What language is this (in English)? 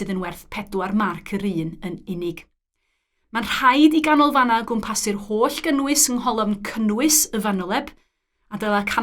Welsh